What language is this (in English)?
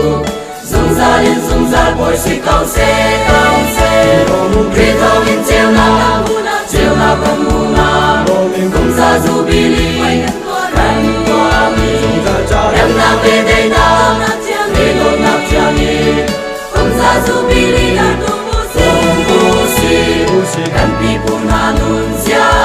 Hakha Chin